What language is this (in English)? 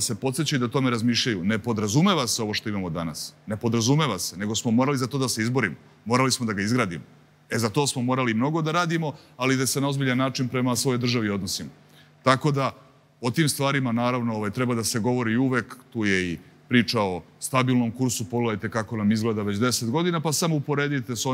Serbian